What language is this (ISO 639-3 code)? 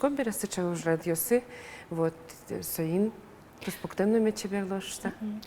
udm